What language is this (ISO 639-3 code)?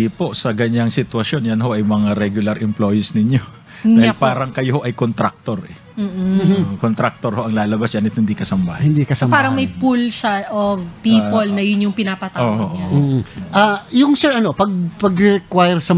fil